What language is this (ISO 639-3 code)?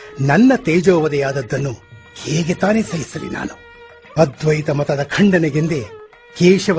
kan